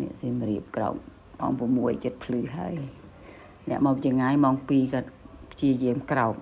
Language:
Khmer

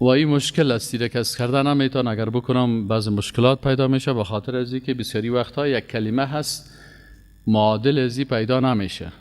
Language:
Persian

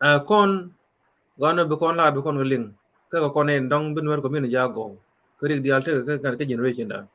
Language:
Nuer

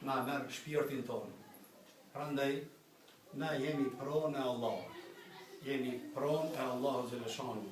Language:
Albanian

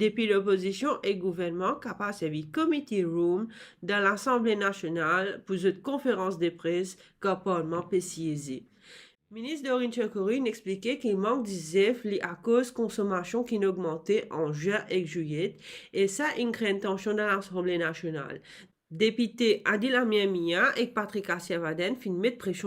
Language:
Morisyen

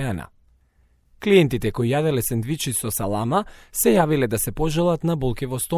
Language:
Macedonian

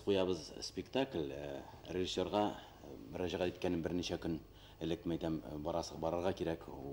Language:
Bashkir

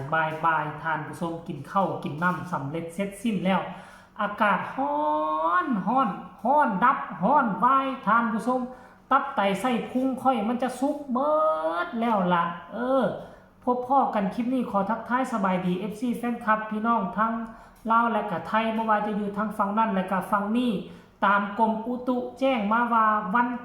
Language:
Northeastern Thai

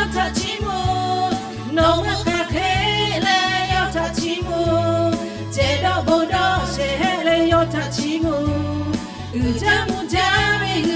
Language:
Lahu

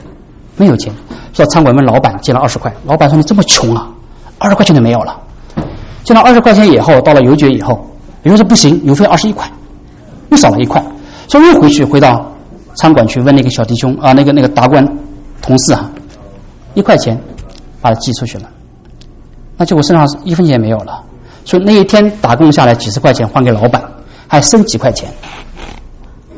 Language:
Chinese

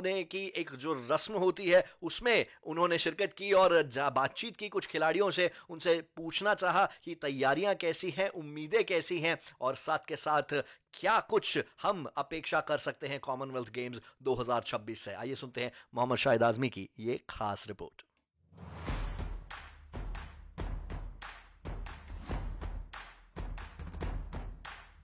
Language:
Hindi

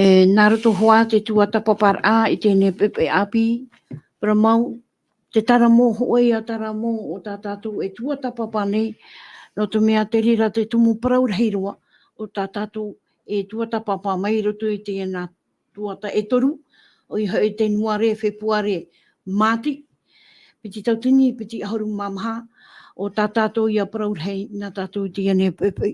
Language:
Tahitian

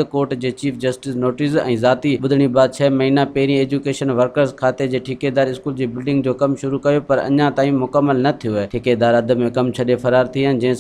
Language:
Sindhi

